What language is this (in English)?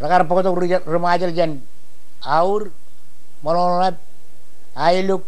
Marshallese